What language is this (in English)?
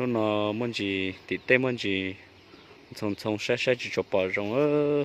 Hmong